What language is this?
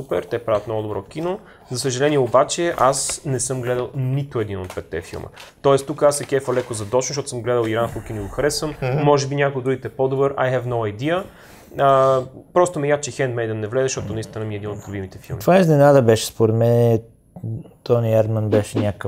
Bulgarian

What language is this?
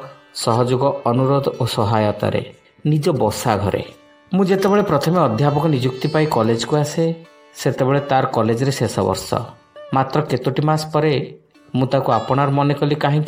Odia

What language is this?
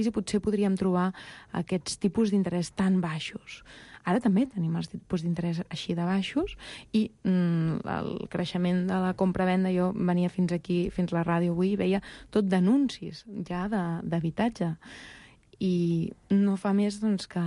Catalan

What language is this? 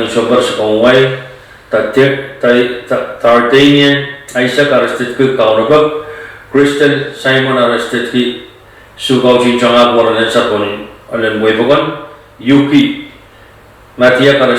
Pohnpeian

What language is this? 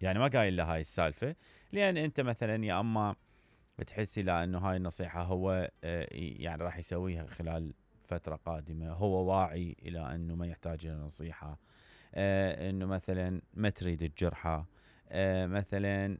Mesopotamian Arabic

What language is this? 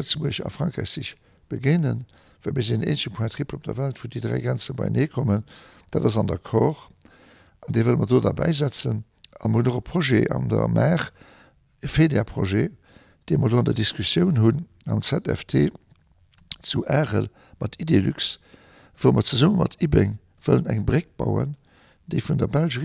Luxembourgish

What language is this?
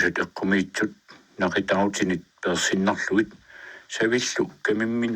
Kalaallisut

